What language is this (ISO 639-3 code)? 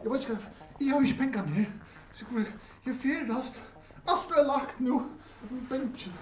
fao